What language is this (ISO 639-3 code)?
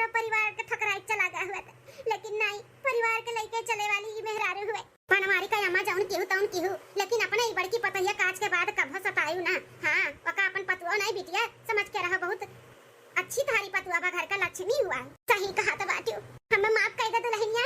awa